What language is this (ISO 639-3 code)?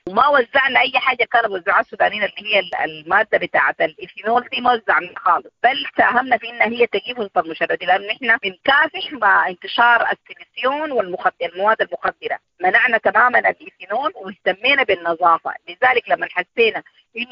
apd